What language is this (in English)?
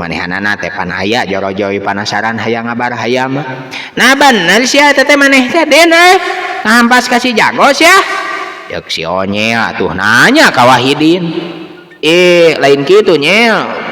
Sundanese